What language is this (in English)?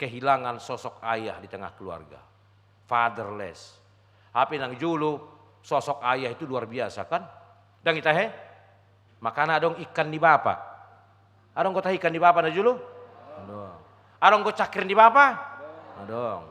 Batak Toba